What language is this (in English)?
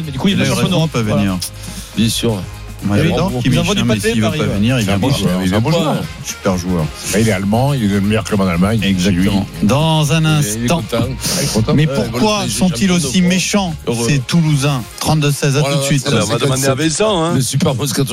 French